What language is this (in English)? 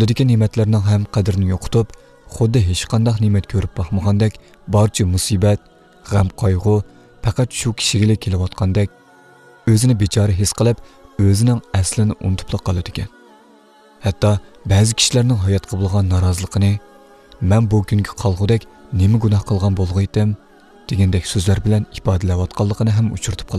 Uyghur